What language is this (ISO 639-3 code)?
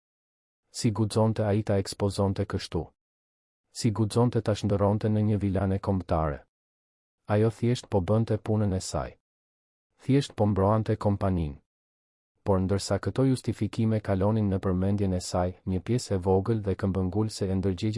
sqi